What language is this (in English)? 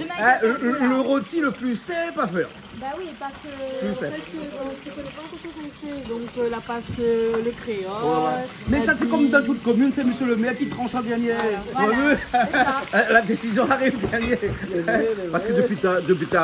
Réunion Creole French